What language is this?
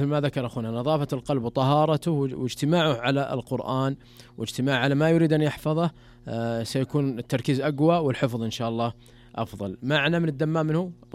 Najdi Arabic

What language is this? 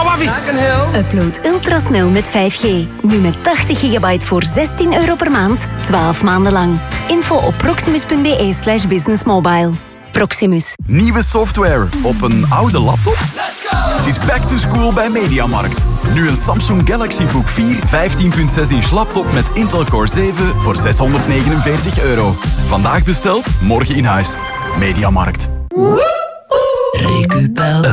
Dutch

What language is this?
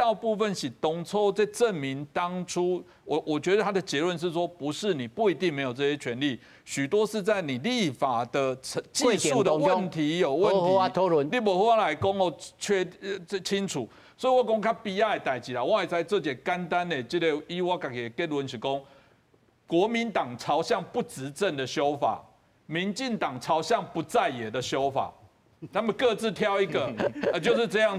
Min Nan Chinese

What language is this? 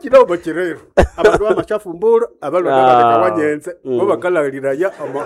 Nande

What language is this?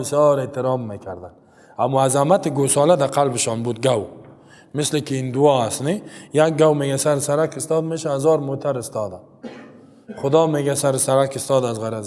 Persian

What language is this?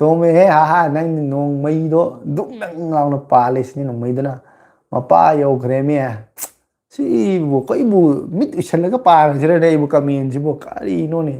Manipuri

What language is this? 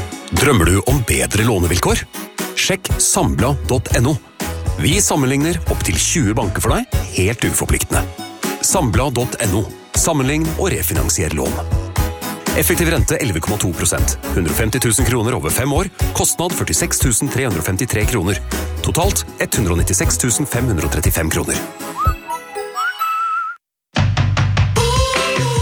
Norwegian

